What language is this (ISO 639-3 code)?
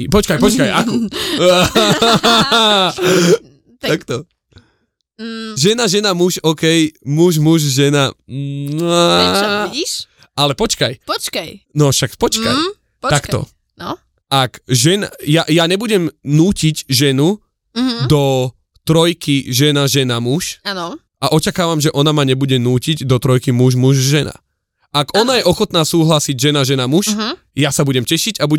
slk